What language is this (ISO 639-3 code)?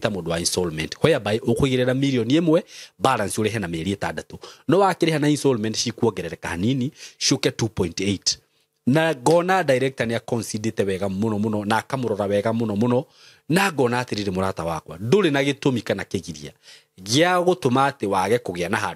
kik